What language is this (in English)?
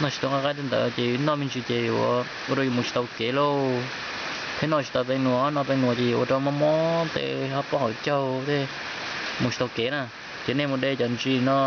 Hmong